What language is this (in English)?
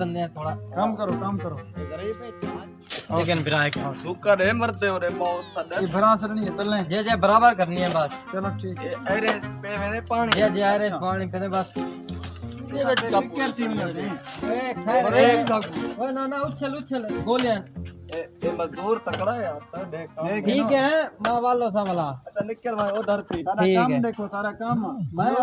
Saraiki